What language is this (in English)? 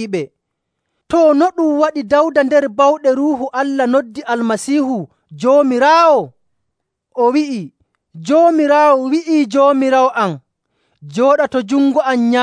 Nigerian Fulfulde